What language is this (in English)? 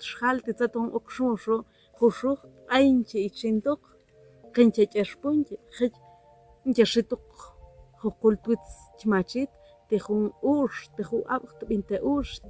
Tektiteko